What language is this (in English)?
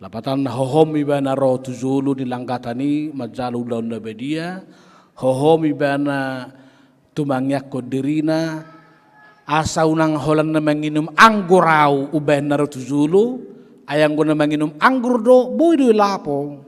Batak Toba